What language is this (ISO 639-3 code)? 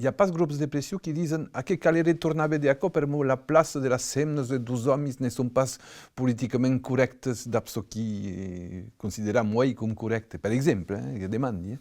oci